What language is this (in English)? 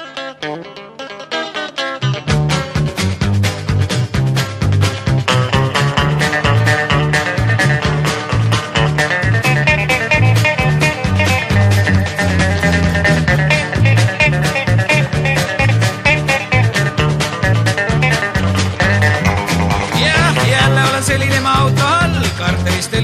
Estonian